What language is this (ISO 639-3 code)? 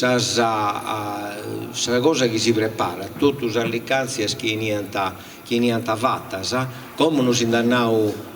srd